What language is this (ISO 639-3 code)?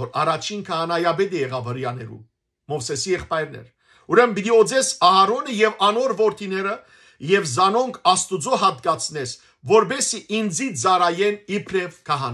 hyw